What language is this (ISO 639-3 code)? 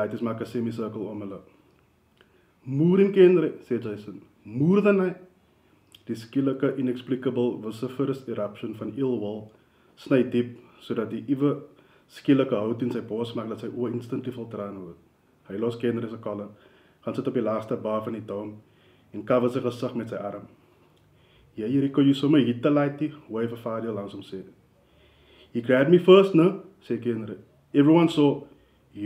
afr